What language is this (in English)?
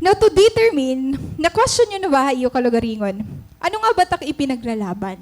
Waray